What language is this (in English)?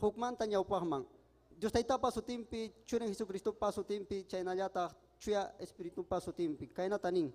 Ayacucho Quechua